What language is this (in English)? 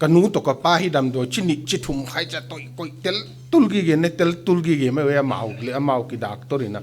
Paite Chin